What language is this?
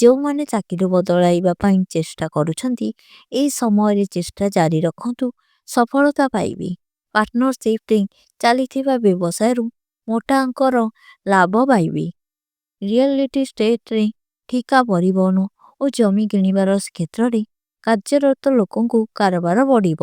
Odia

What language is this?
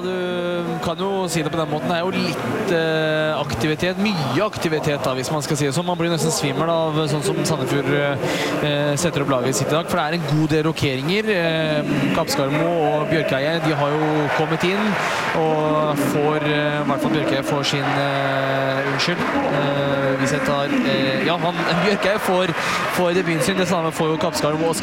Norwegian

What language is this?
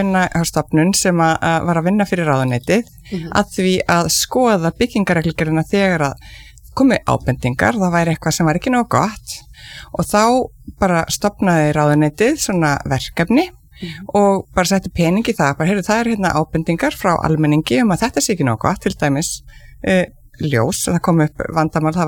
Icelandic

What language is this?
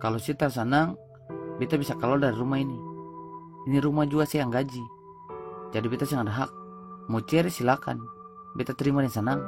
Ambonese Malay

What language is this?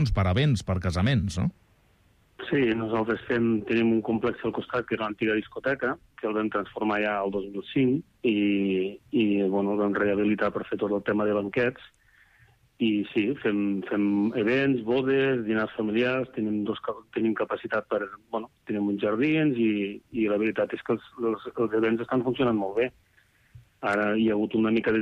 Catalan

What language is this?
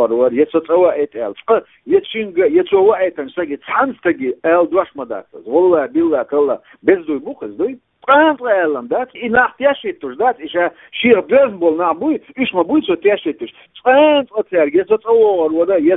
Chechen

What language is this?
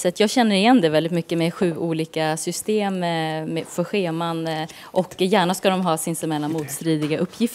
Swedish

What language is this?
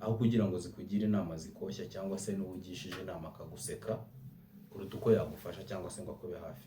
Kinyarwanda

